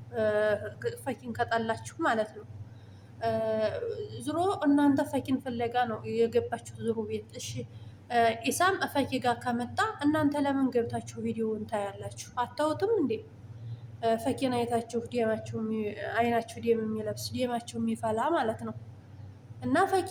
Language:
Amharic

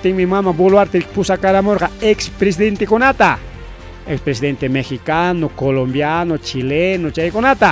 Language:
Ayacucho Quechua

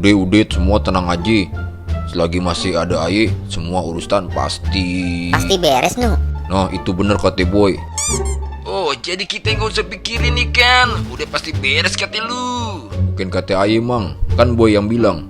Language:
Betawi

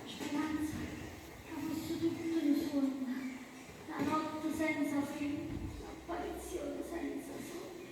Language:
Neapolitan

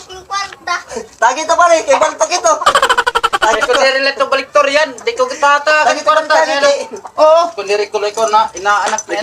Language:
Waray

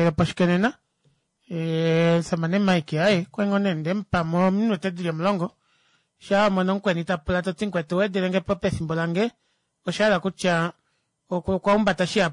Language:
Kuanyama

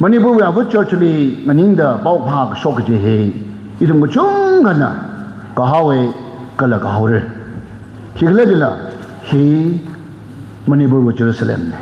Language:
Tangkhul Naga (India)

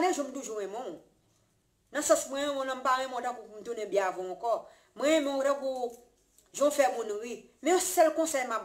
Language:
Haitian Creole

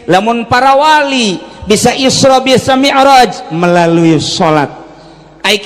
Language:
Sundanese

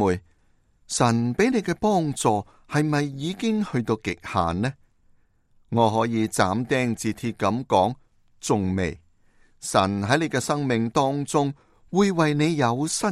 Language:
Cantonese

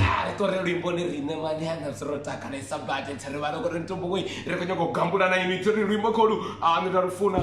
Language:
Venda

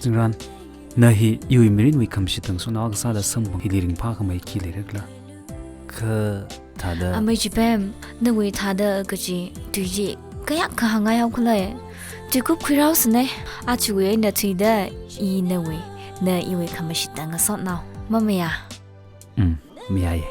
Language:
Tangkhul Naga (India)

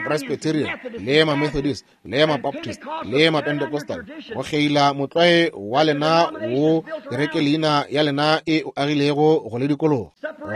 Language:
Northern Sotho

